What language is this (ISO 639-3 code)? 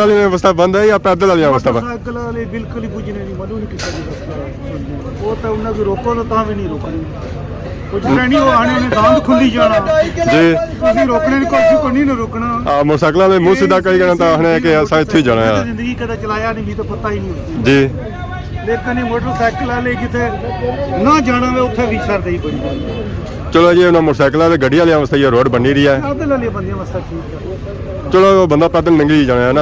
phr